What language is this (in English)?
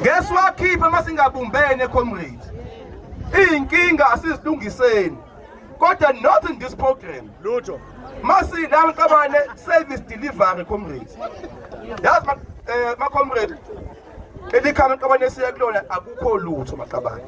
Zulu